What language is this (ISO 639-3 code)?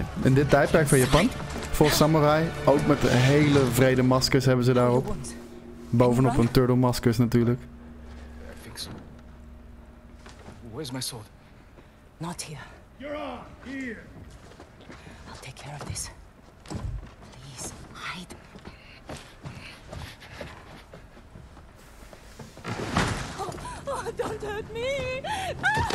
nld